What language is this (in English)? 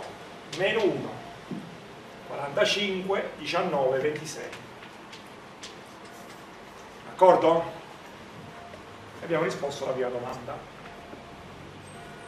Italian